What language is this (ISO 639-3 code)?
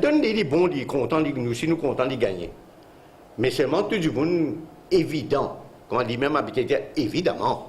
mfe